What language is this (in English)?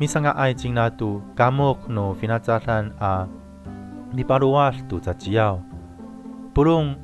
Amis